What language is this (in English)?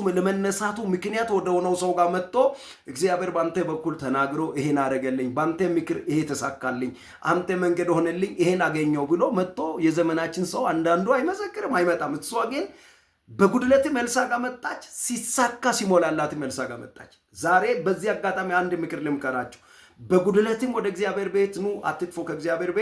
Amharic